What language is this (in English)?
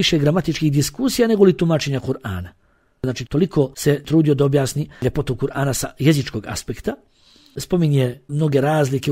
Bosnian